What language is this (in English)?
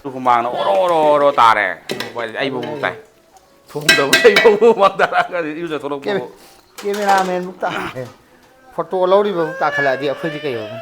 Manipuri